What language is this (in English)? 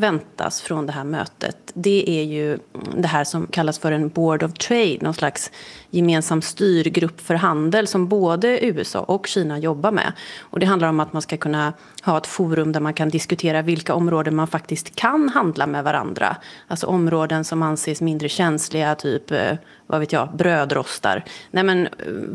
Swedish